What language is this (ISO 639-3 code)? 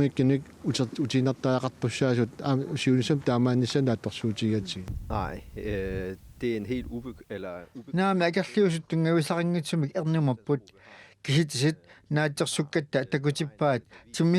kal